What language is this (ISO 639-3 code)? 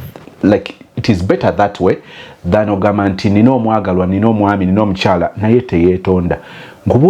lug